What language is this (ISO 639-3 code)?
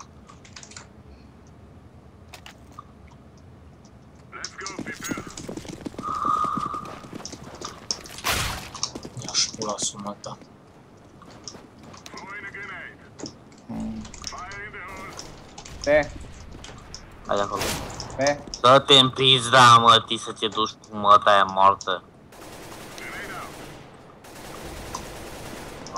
ron